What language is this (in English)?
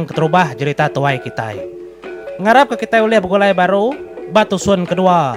Iban